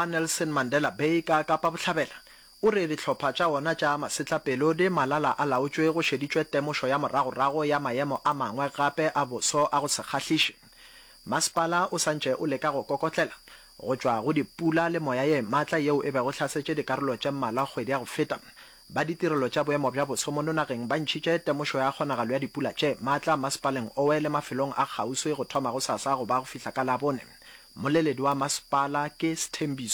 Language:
Northern Sotho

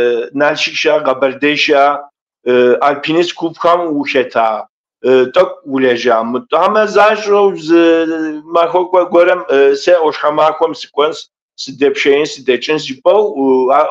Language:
Kabardian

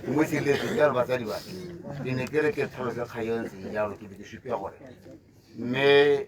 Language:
Tswana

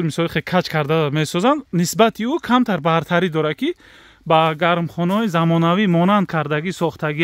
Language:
Tajik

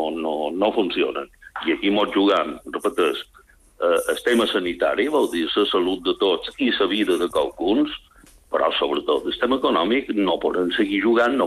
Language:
Catalan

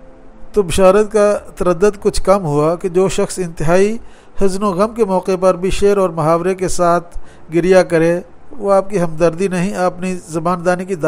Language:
Urdu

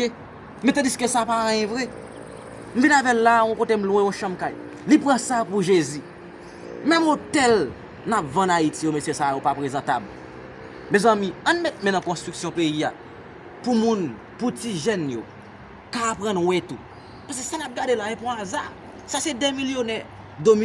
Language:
Haitian Creole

